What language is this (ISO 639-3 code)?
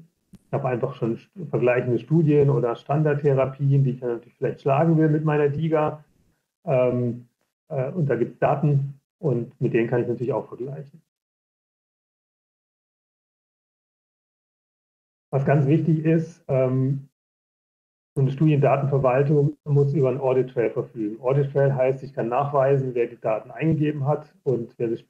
deu